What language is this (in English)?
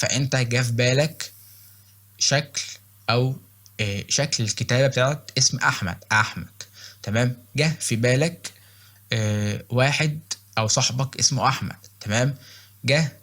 Egyptian Arabic